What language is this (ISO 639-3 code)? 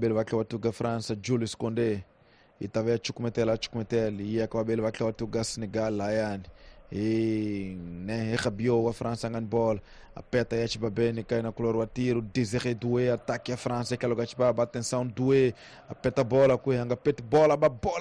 tso